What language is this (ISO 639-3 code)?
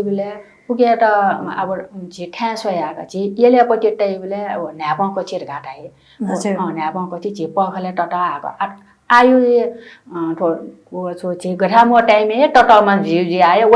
new